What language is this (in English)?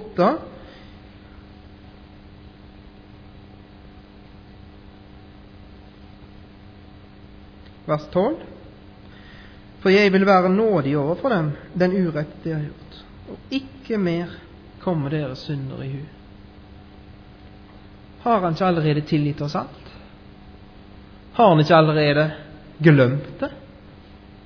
Norwegian